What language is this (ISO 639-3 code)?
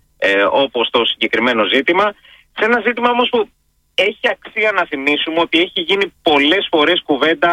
ell